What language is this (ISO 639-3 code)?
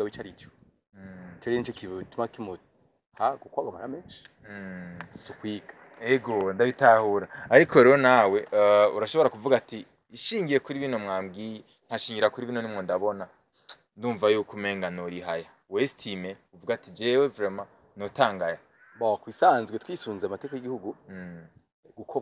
run